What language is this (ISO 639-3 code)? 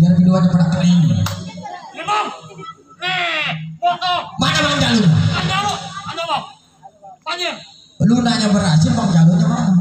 bew